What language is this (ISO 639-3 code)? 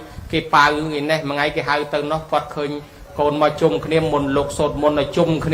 khm